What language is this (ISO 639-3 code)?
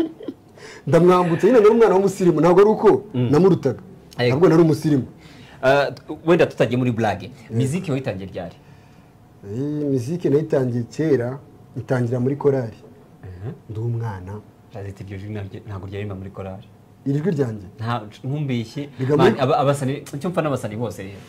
kin